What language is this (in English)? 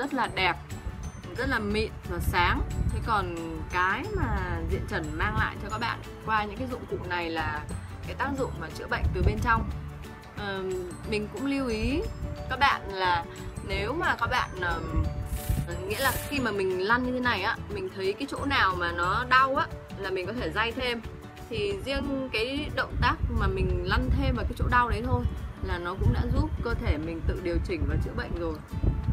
Vietnamese